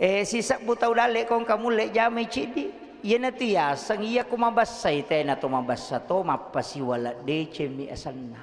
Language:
Buginese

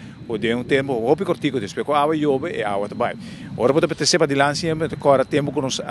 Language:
Papiamento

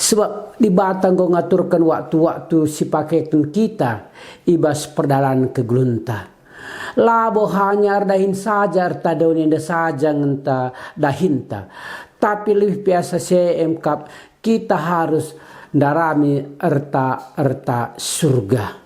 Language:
Batak Karo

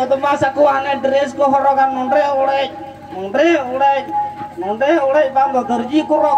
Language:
Santali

